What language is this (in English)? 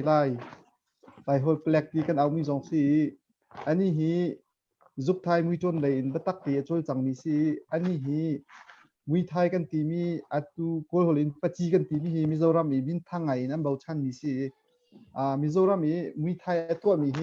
Hakha Chin